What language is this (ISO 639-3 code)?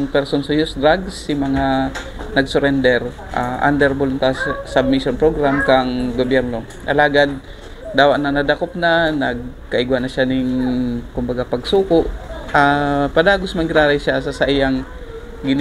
bik